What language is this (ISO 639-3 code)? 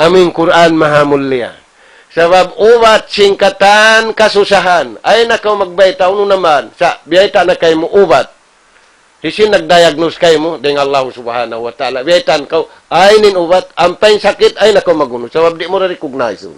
tsg